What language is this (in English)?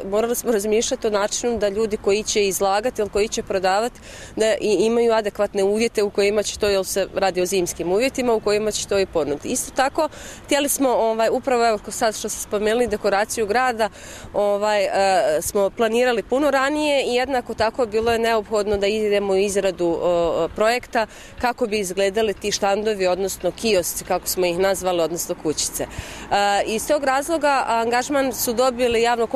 Bosnian